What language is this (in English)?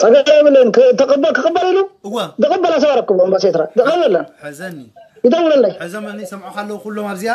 Tigrinya